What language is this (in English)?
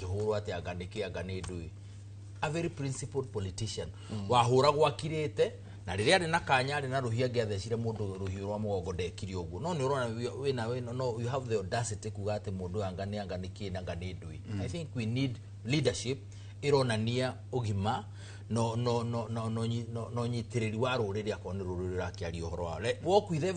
Kikuyu